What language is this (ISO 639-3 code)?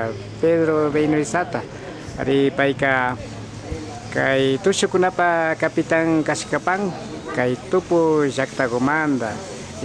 qvi